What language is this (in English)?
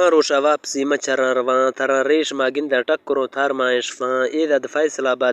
Baluchi